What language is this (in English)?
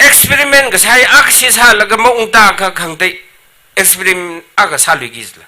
Tangkhul Naga (India)